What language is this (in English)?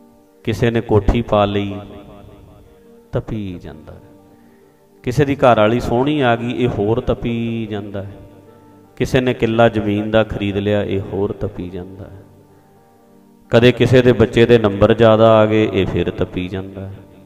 Punjabi